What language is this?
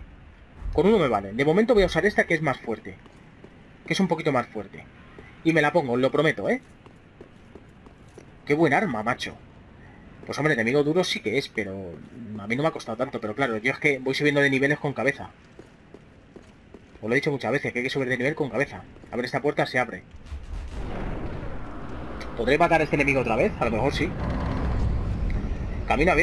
Spanish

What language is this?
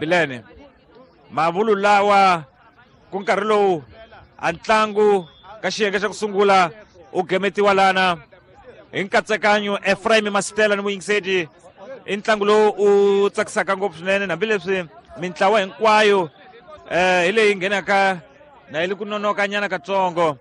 Tsonga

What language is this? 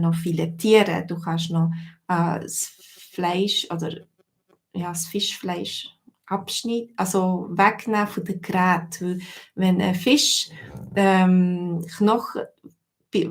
Swiss German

